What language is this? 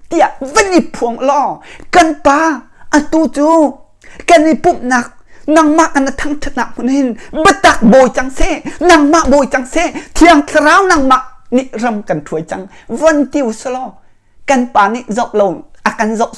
Hakha Chin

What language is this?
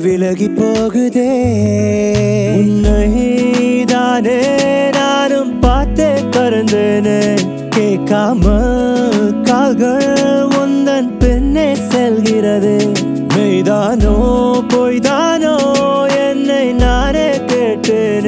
Tamil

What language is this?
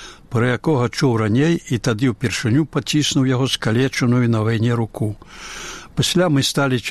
Belarusian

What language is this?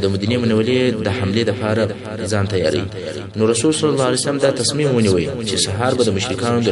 Pashto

